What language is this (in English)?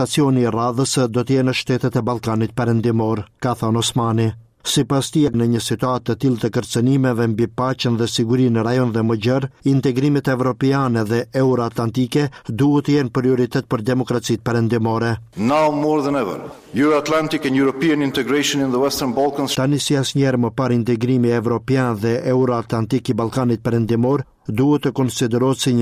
Albanian